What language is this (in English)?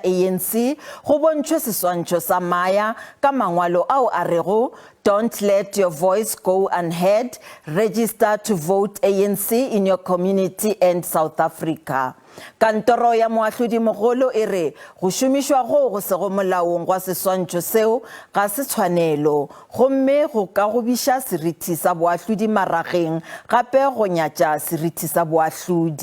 Northern Sotho